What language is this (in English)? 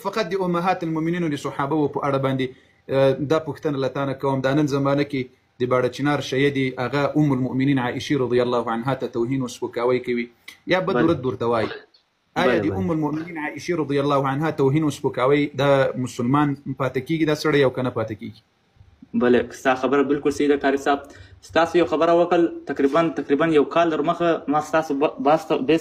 Pashto